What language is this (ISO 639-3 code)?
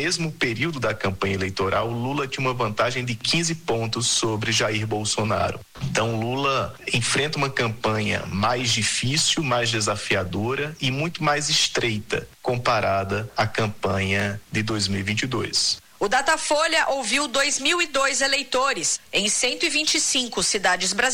por